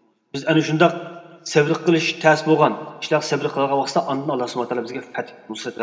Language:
Uyghur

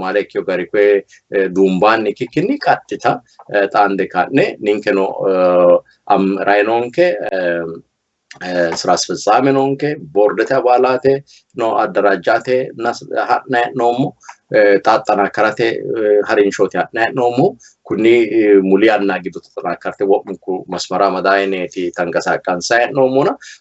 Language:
Sidamo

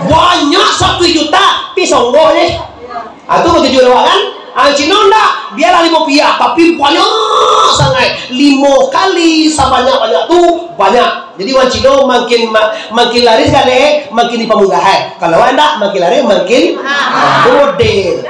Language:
Minangkabau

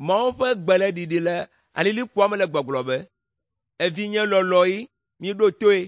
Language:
Ewe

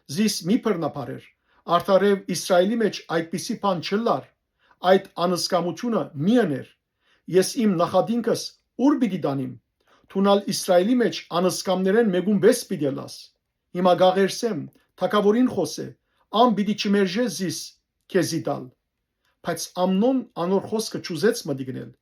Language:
Western Armenian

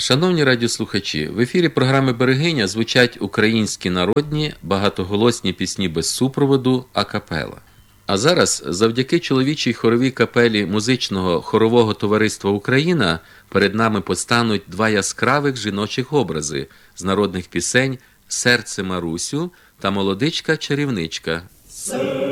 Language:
Ukrainian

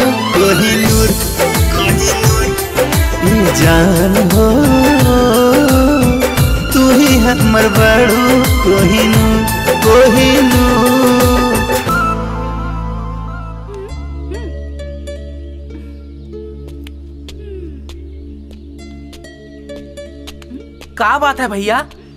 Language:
Bhojpuri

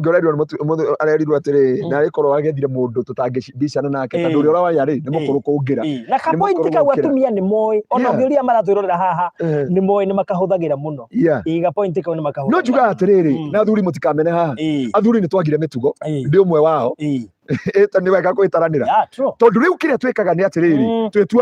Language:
Kikuyu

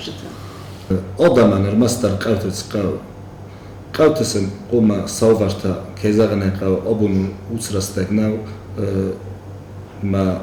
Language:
Ossetic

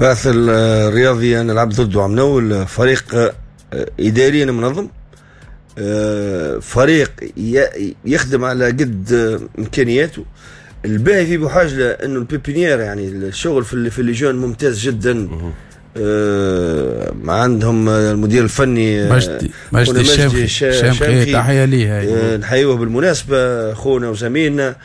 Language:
Tunisian Arabic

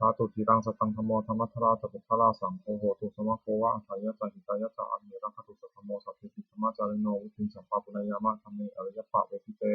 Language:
Pali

